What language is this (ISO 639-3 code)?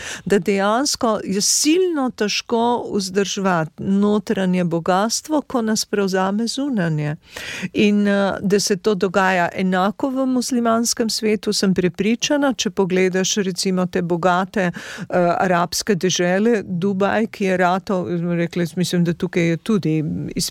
slv